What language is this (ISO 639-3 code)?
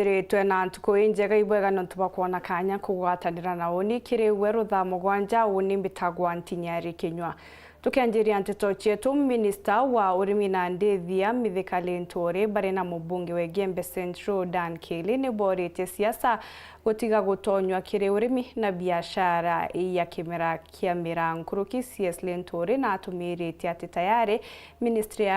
mer